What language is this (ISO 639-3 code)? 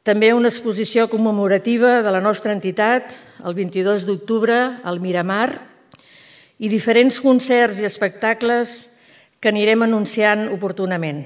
cat